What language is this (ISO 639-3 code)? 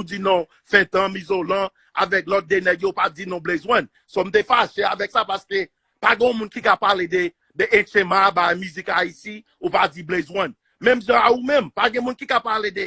hat